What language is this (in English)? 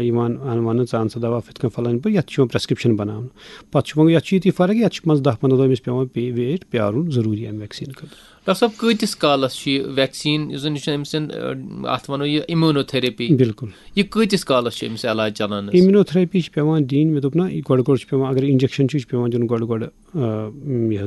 Kashmiri